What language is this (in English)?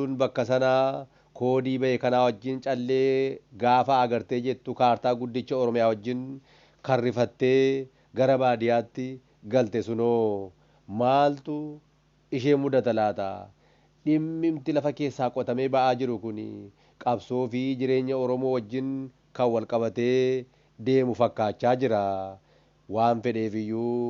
Oromo